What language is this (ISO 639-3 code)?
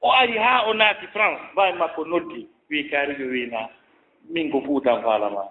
ful